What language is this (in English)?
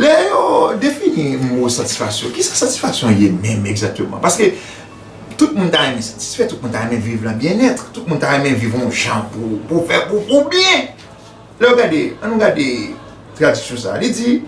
Haitian Creole